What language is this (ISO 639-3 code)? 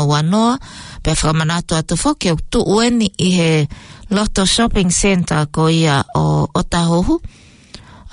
ton